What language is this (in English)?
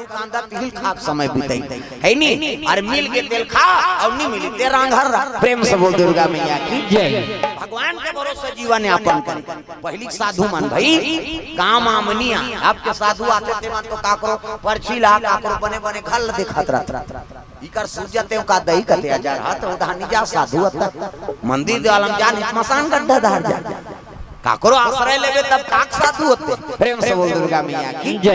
Chhattisgarhi